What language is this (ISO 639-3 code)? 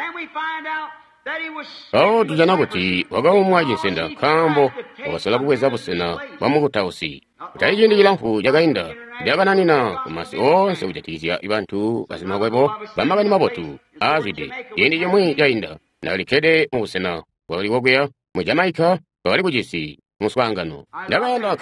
toi